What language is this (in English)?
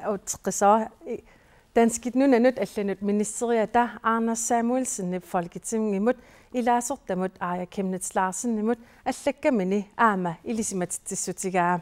Kalaallisut